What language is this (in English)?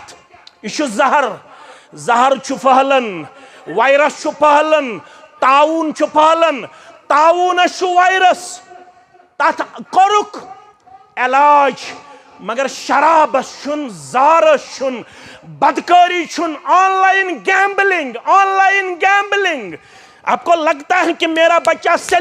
Kashmiri